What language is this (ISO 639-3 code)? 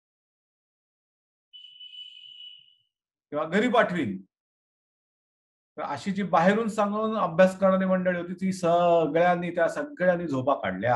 mar